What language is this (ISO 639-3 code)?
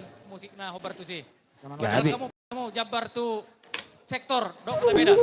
bbc